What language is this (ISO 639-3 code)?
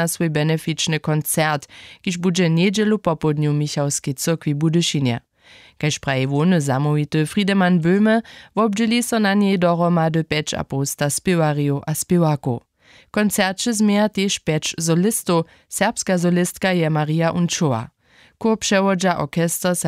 hsb